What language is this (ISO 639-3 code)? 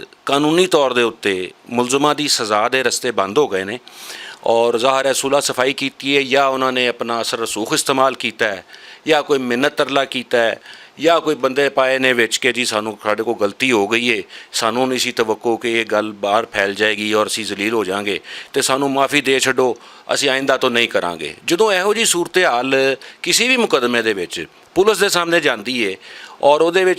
lah